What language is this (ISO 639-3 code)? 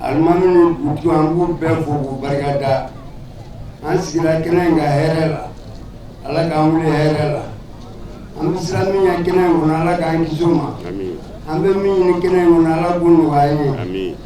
bam